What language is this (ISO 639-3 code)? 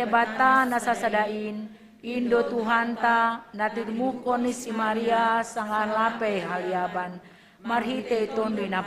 bts